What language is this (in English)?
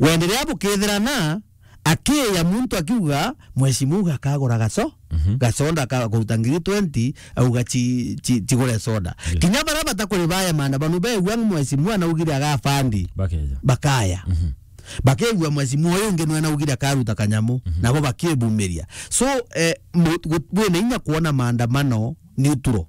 Meru